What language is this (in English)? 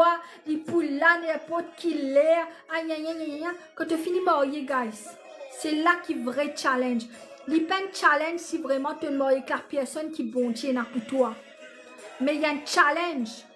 Morisyen